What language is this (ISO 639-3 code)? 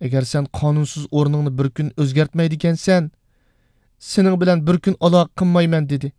uig